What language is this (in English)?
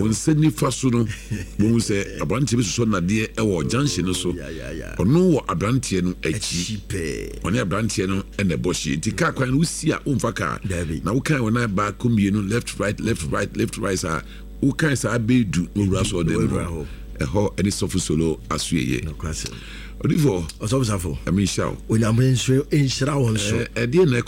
Akan